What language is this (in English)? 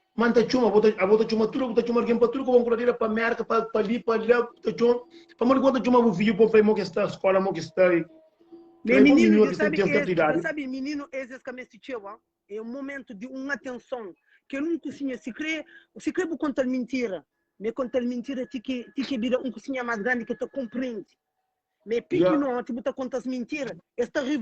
Kabuverdianu